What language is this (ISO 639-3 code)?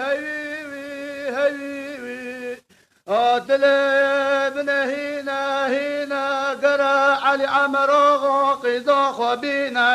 kur